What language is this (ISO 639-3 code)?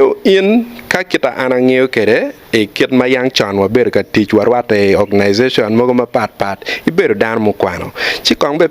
ach